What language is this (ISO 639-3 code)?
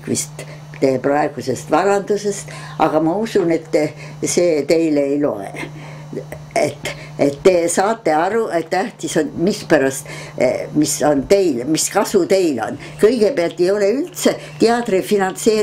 est